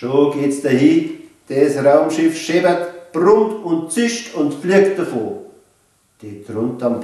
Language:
Bavarian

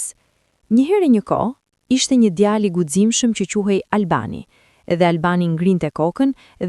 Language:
Albanian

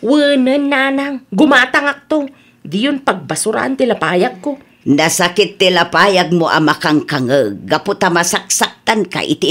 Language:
Iloko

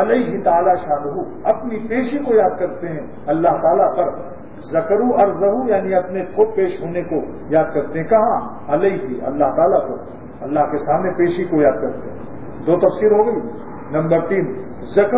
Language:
Urdu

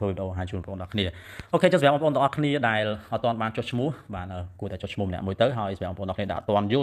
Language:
Khmer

